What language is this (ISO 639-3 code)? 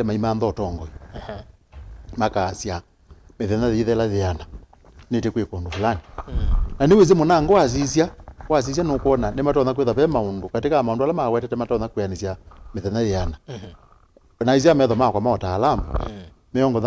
kam